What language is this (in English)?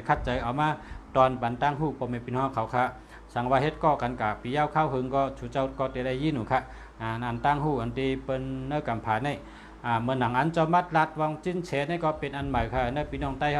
Shan